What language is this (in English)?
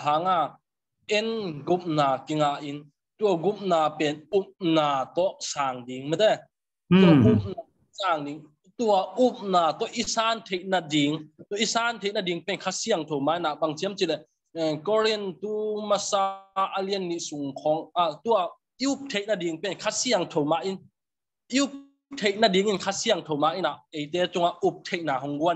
Tedim Chin